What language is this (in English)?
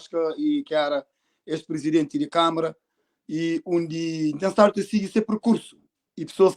Kabuverdianu